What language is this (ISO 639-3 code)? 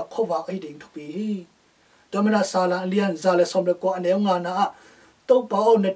ctd